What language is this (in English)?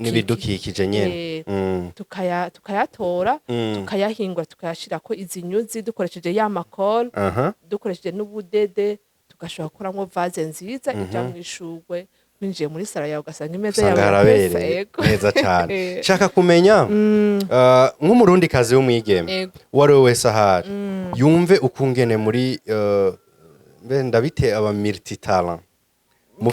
Rundi